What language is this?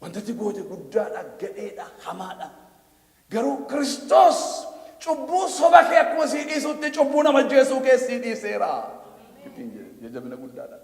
Oromo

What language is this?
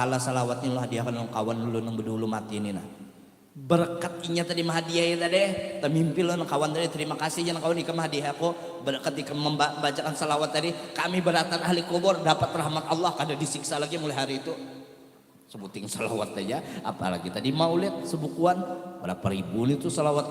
Banjar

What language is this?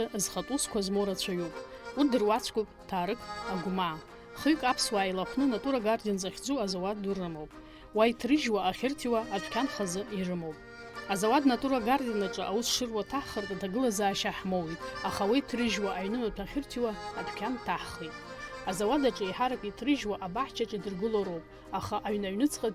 Abkhazian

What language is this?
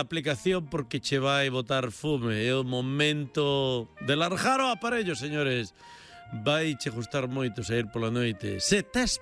Galician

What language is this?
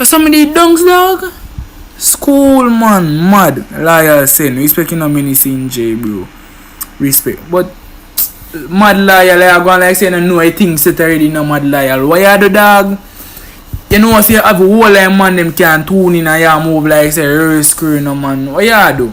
Jamaican Creole English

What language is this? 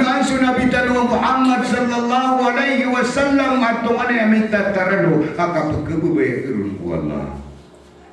Maranao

